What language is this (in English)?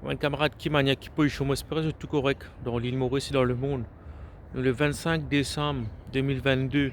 Morisyen